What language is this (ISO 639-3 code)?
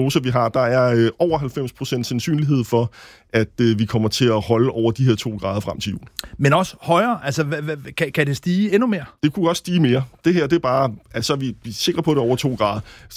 dan